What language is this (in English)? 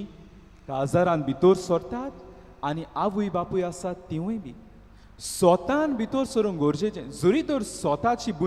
Konkani